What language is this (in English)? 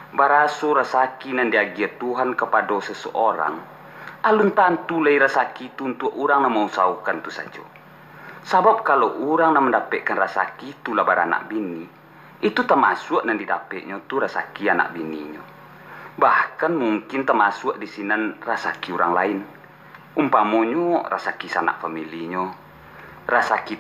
Minangkabau